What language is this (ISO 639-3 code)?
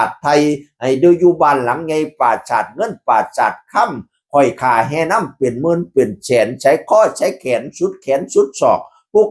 tts